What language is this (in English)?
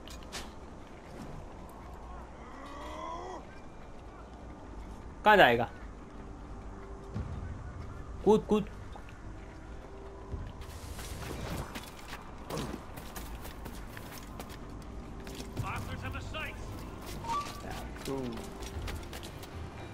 Hindi